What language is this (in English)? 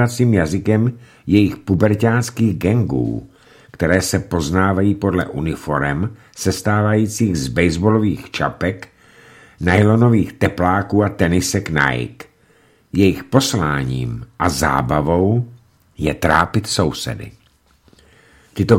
Czech